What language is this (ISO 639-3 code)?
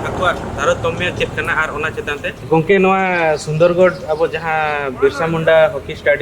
sat